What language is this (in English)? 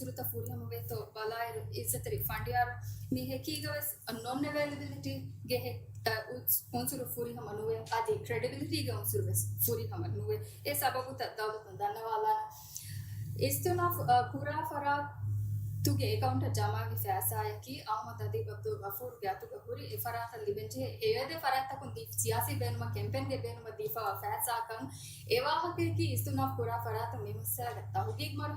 Divehi